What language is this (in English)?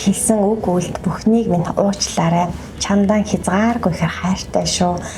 Mongolian